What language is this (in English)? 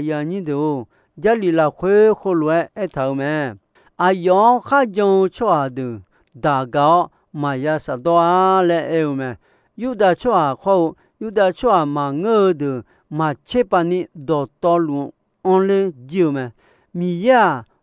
Akha